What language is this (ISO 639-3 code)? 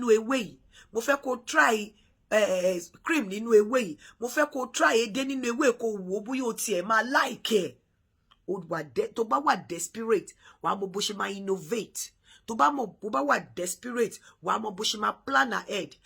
yor